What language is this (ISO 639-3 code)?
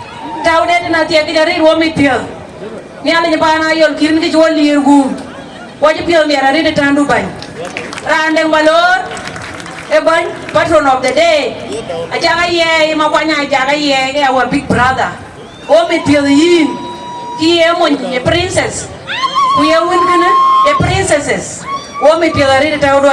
din